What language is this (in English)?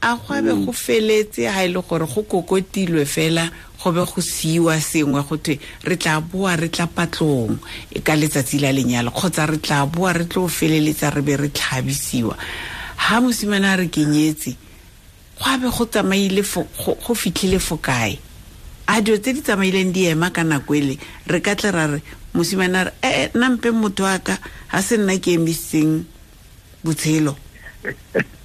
Tswana